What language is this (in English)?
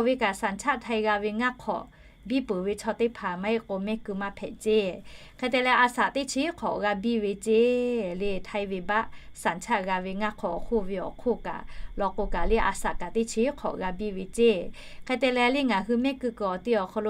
Lahu